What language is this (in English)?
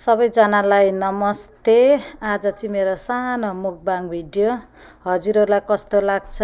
Nepali